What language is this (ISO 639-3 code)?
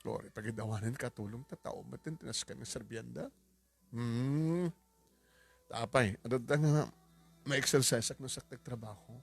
ilo